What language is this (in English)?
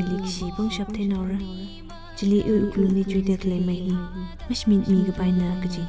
Tangkhul Naga (India)